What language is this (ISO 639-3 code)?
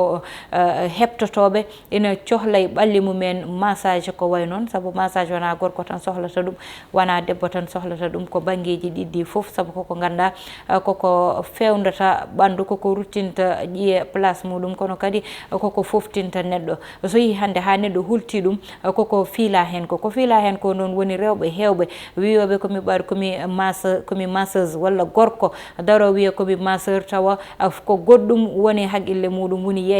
ful